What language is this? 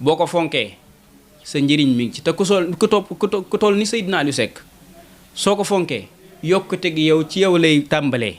Wolof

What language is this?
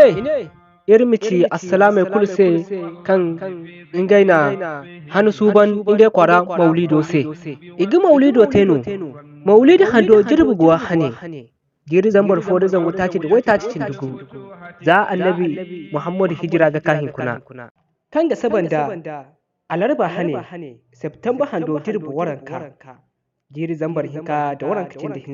Zarma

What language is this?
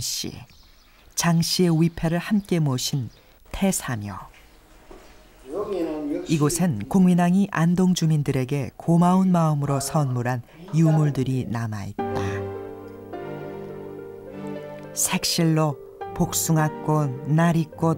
Korean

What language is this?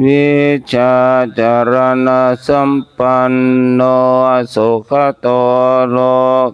Pali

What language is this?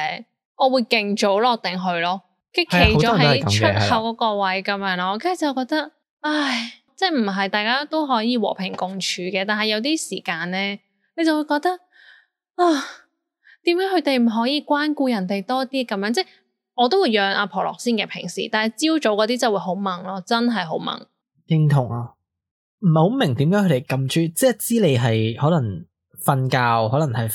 Cantonese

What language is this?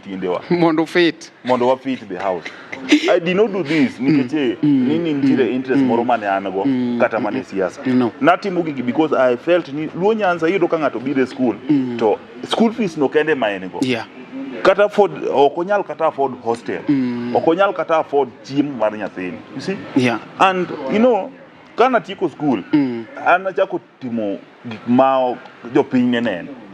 Luo (Kenya and Tanzania)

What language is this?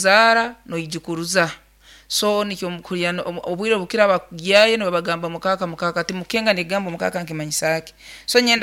Nyankole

